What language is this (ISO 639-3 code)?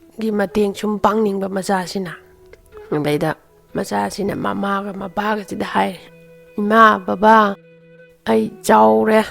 mni